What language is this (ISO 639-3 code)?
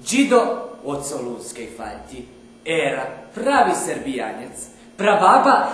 rue